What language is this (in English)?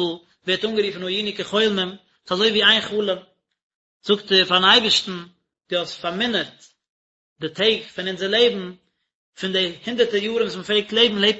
Yiddish